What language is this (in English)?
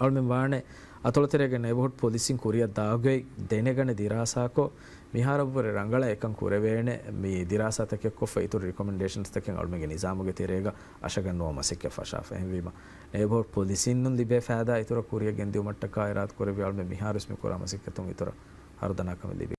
Divehi